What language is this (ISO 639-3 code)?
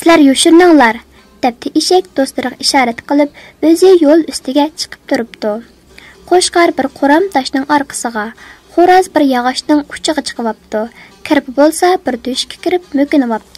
uig